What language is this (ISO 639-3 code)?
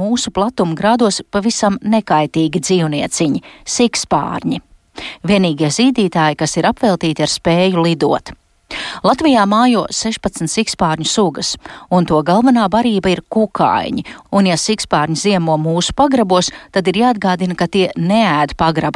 lav